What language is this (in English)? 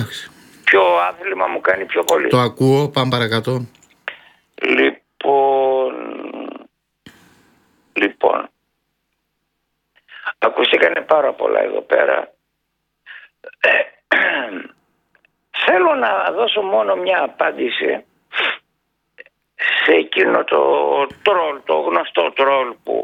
Greek